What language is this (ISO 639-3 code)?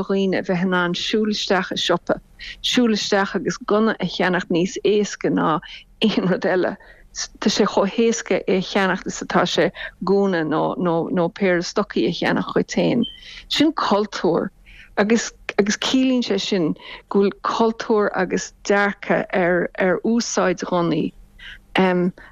gle